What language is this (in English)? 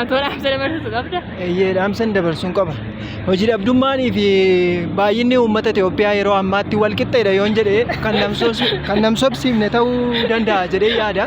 Oromo